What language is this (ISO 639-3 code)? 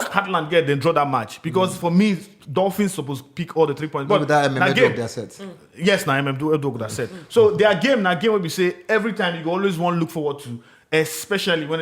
pcm